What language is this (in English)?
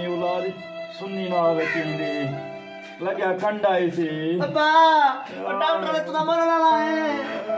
Saraiki